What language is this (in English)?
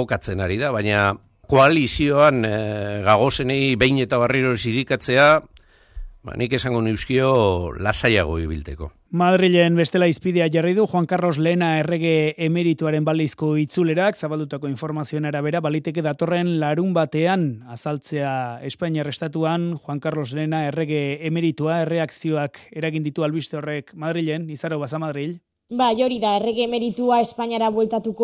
Basque